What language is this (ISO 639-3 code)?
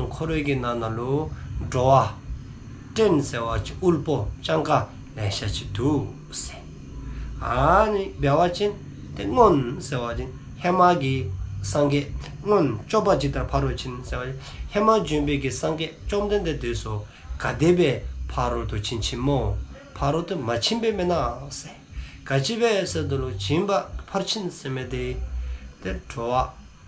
dzo